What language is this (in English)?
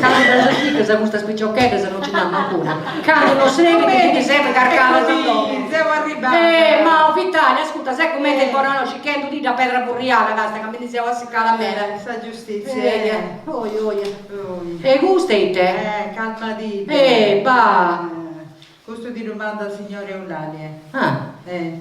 Sardinian